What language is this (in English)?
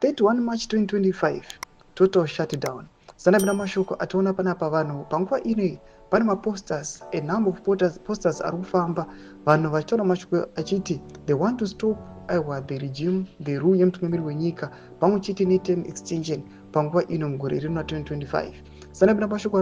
Shona